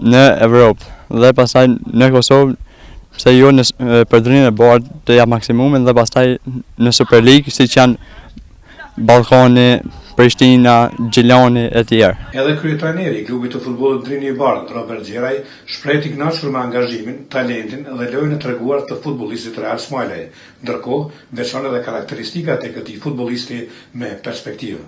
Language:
Albanian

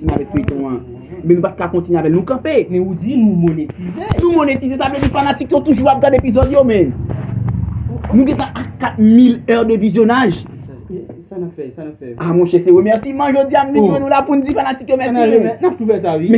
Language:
Haitian Creole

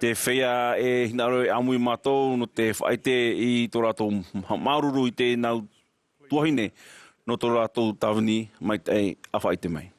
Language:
Tahitian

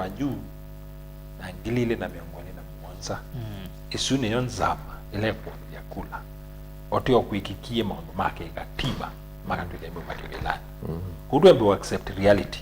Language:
Kamba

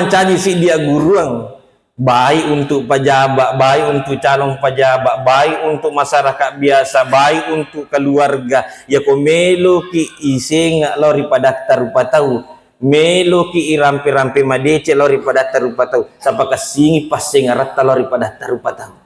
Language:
Buginese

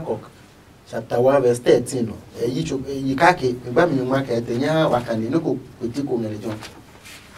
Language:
Adangme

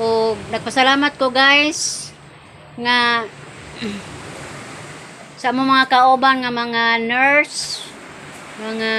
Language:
Cebuano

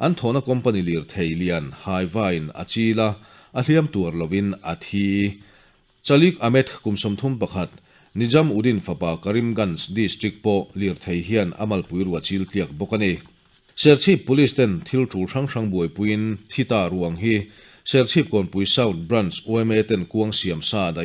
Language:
Mizo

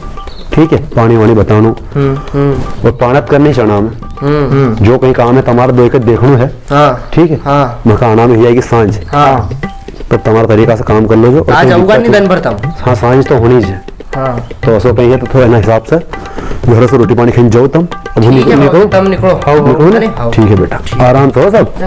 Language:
Rajasthani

